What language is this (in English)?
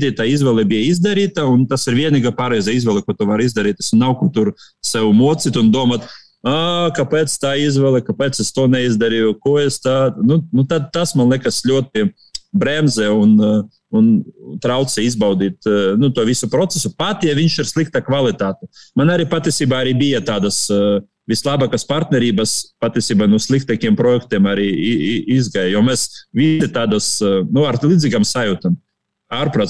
Latvian